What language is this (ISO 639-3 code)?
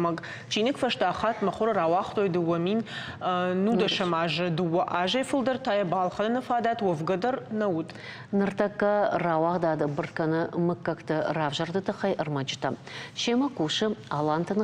oss